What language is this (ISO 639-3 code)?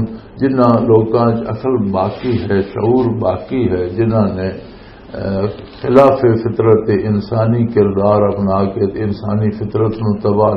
lah